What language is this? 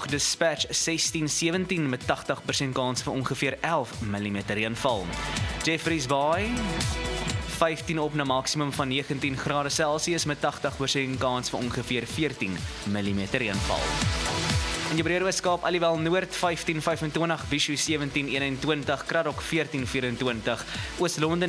Afrikaans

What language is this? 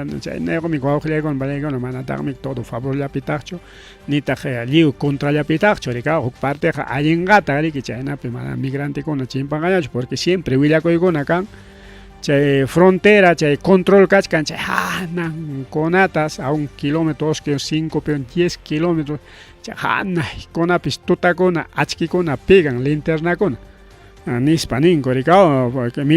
Ayacucho Quechua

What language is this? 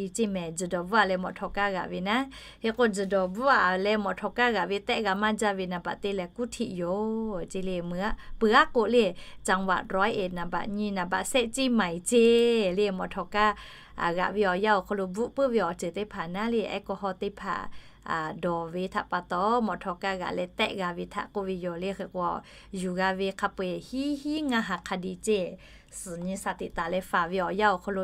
Lahu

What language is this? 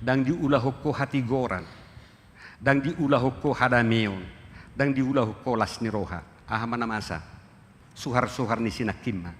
Batak Toba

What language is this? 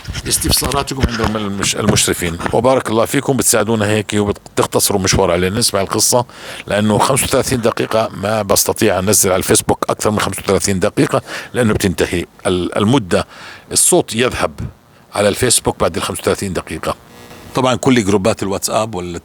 North Levantine Arabic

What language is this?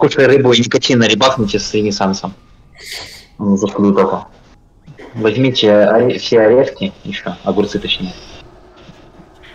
Russian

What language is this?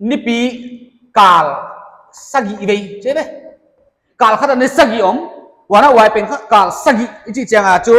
Paite Chin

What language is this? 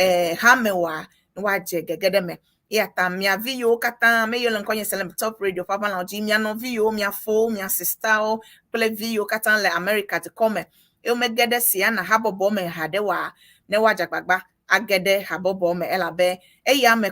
Ewe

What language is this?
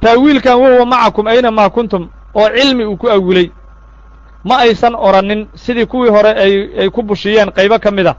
Somali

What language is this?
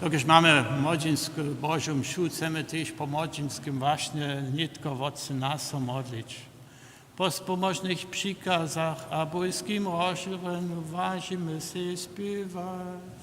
Upper Sorbian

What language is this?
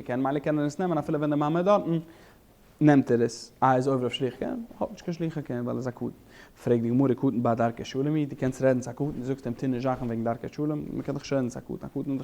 Yiddish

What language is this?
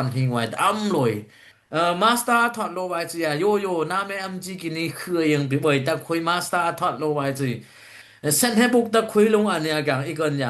Dimasa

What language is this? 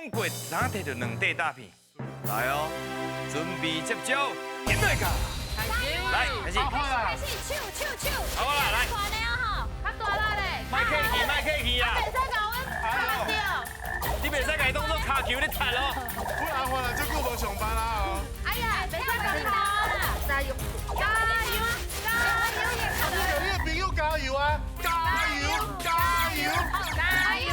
Min Nan Chinese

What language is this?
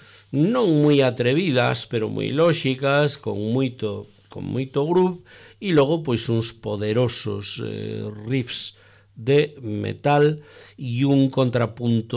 Galician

